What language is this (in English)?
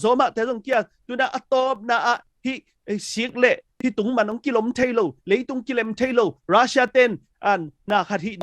Tedim Chin